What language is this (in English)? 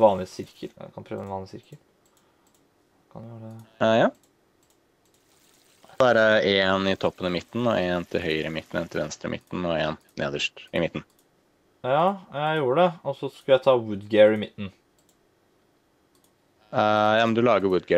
Norwegian